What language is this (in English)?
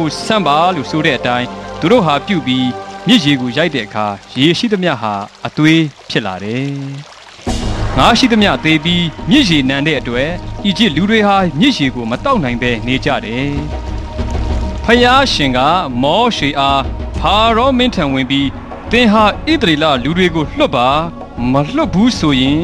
Burmese